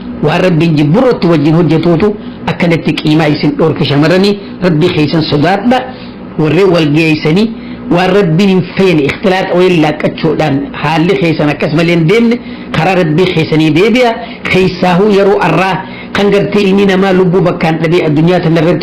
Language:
Oromo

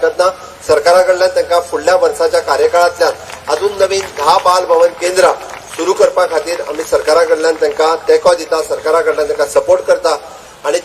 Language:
Konkani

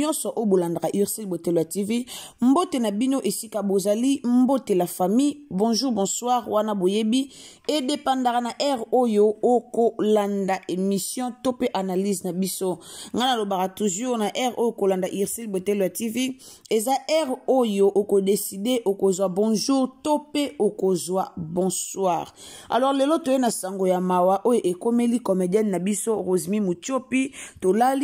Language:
Lingala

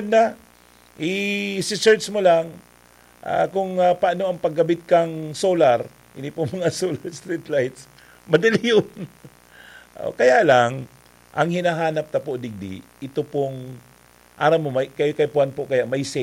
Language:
Bikol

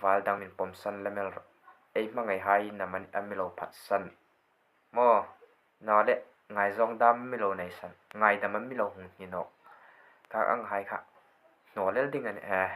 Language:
Hmar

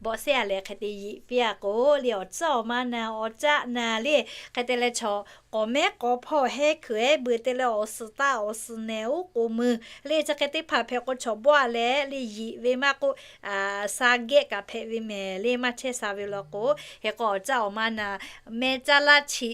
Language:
Lahu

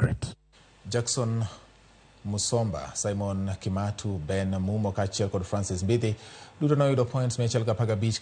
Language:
Luo (Kenya and Tanzania)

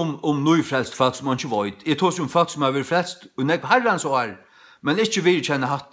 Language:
Faroese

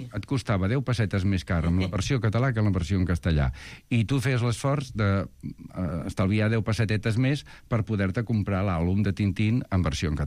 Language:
Catalan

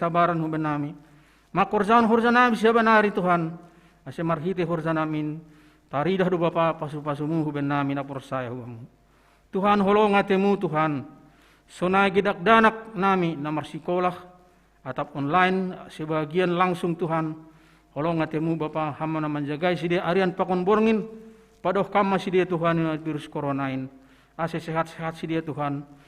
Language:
Batak Simalungun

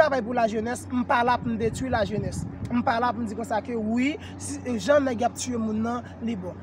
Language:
Haitian Creole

